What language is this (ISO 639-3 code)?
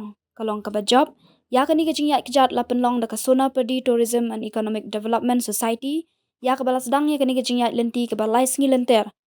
kha